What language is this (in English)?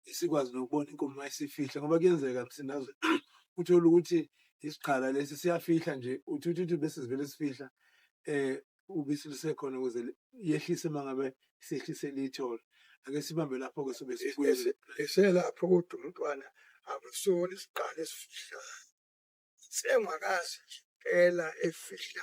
Zulu